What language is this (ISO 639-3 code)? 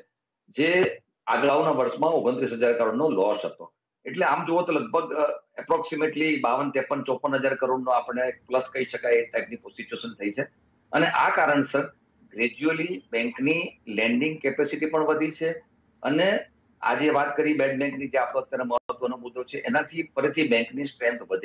guj